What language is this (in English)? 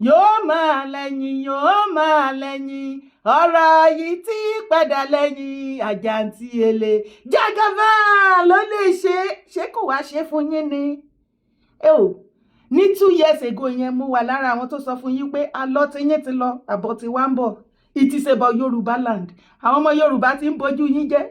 Yoruba